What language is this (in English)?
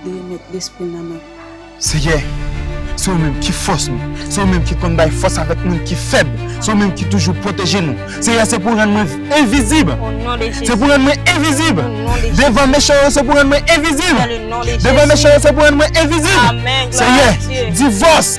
Haitian Creole